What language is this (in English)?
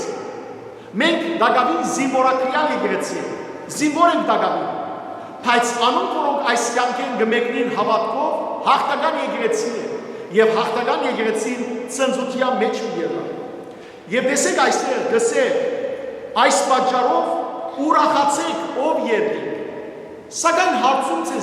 Western Armenian